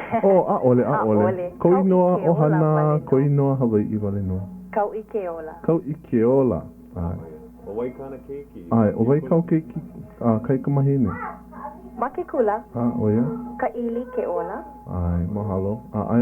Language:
Hawaiian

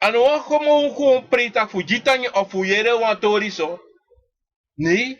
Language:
Sranan Tongo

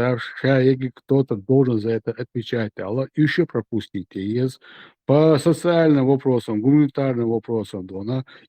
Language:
Chechen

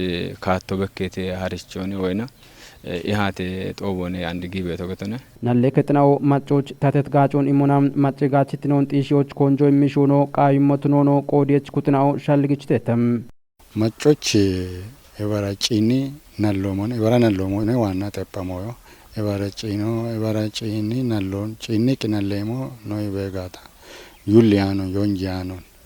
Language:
Kafa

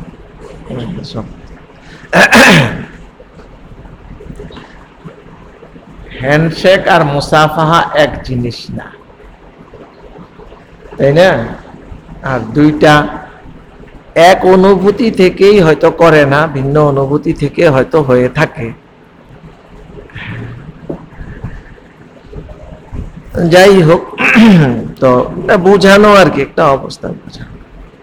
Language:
Bangla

